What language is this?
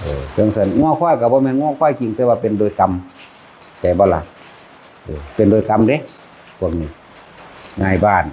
Northeastern Thai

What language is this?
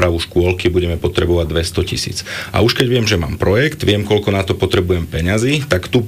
Slovak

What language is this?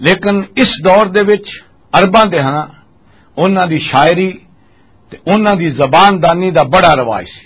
Western Panjabi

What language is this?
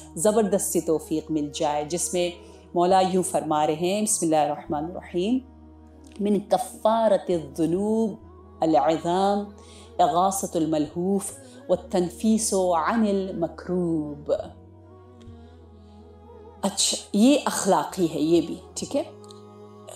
Urdu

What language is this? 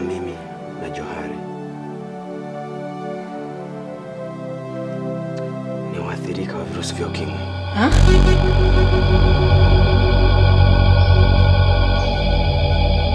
Swahili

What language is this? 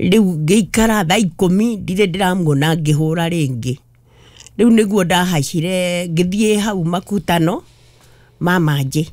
Kikuyu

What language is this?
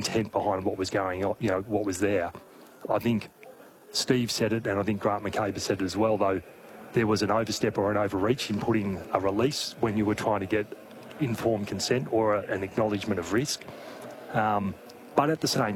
English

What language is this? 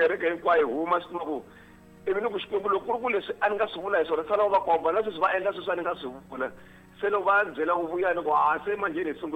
Tsonga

